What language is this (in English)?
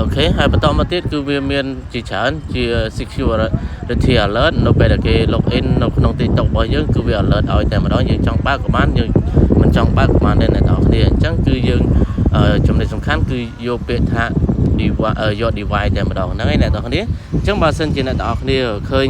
Khmer